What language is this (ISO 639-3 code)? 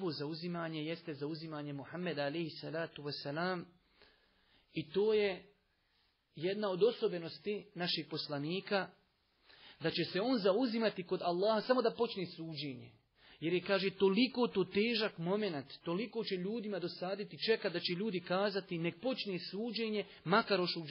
bos